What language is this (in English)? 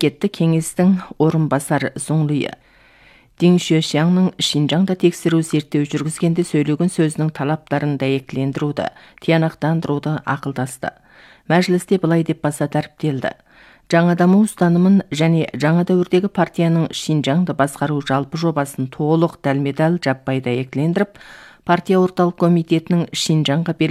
Kazakh